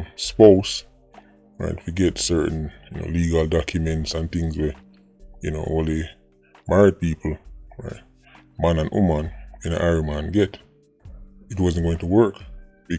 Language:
Jamaican Creole English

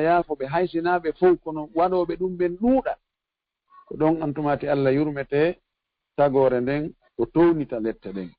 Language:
Fula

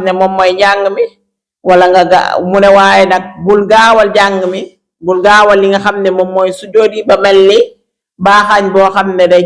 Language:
Wolof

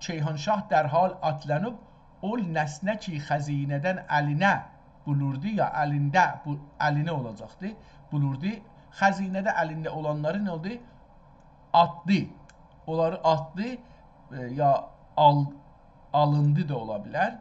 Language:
South Azerbaijani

